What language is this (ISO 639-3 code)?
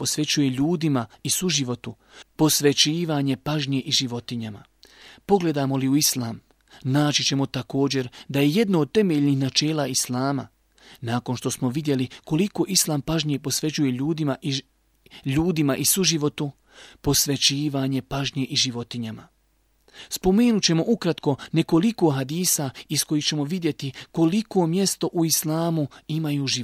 bos